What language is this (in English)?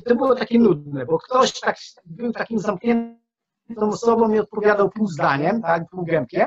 Polish